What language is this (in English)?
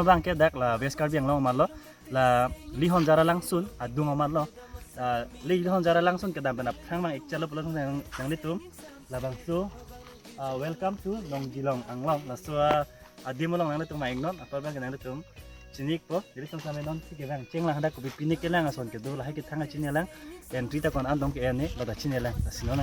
Karbi